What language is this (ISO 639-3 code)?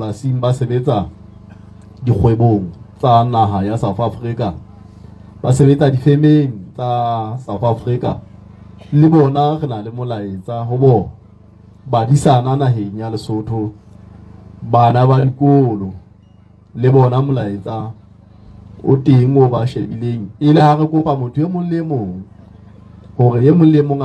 sot